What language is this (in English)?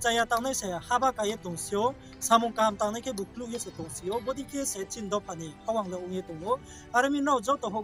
Riang (India)